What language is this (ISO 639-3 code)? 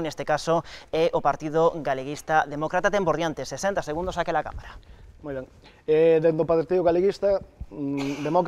glg